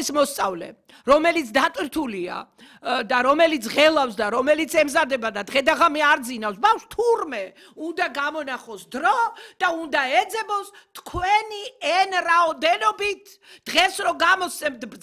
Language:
Georgian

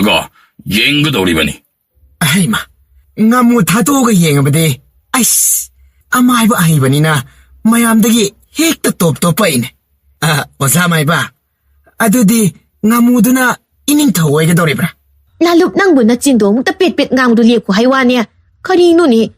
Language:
Manipuri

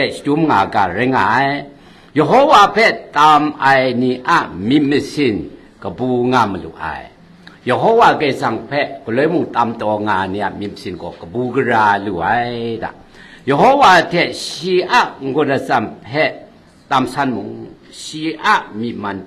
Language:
Kachin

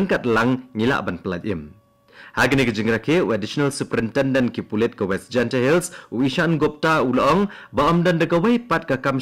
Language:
Khasi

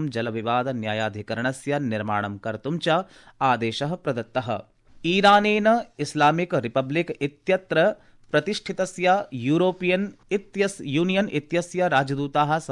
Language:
Sanskrit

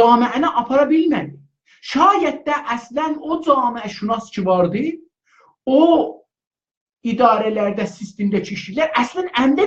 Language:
South Azerbaijani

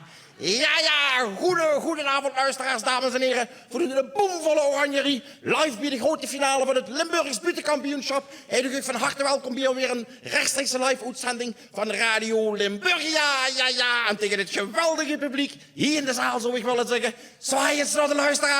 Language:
Limburgish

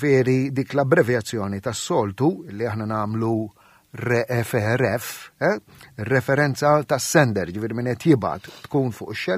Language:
Maltese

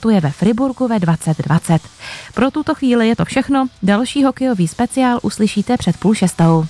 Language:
Czech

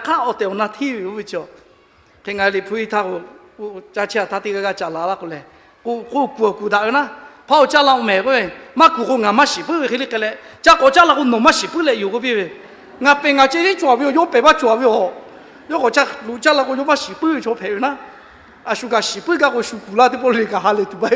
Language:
Lahu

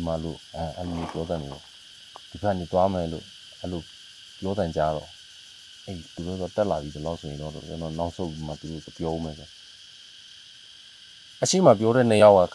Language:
Burmese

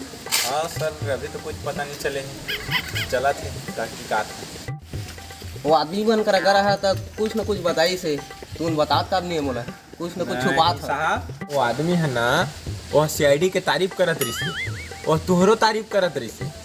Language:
Chhattisgarhi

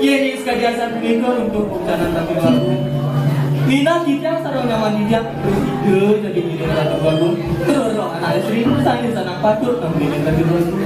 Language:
Balinese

